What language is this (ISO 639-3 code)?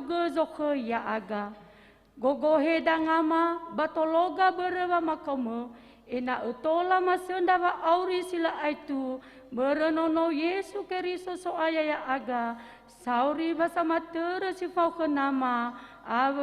nia